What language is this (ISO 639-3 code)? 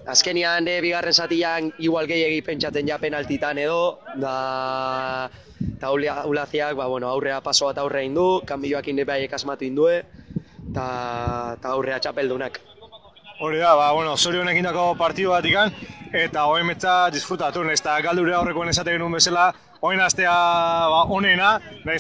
eus